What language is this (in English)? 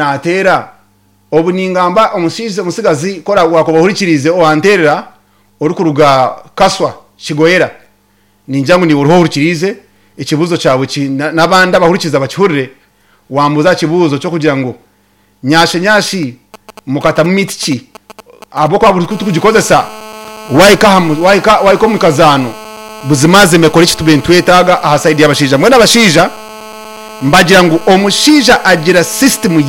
Nyankole